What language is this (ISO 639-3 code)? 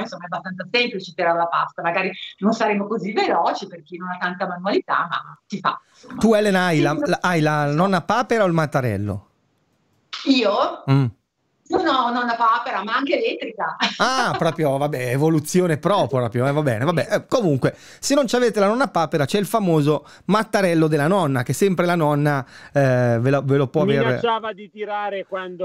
ita